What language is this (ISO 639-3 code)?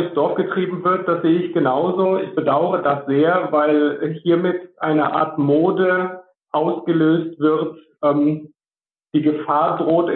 deu